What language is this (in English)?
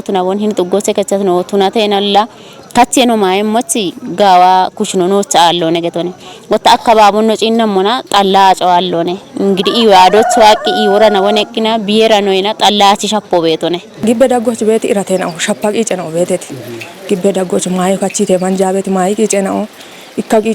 Kafa